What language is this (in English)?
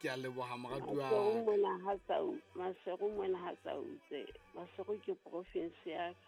Southern Sotho